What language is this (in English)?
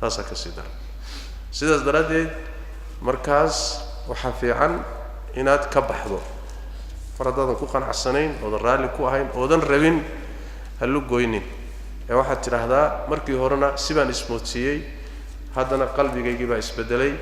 Somali